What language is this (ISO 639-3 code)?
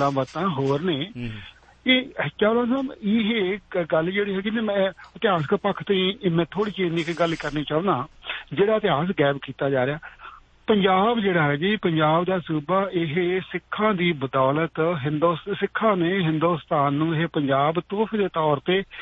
pan